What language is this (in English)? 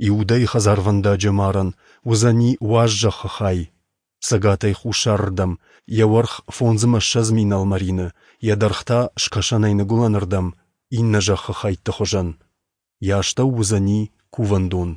Ossetic